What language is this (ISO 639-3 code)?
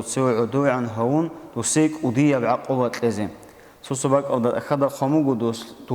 ava